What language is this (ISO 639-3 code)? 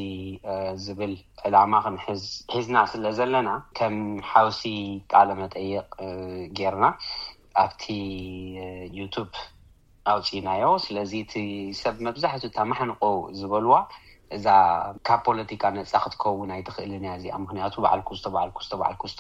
tir